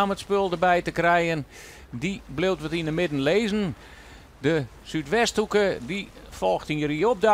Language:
Western Frisian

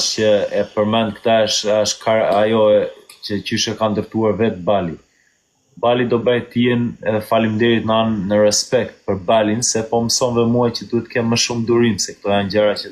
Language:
Albanian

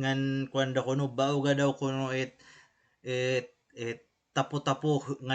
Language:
Waray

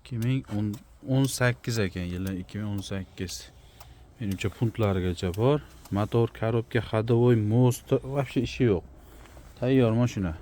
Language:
Uzbek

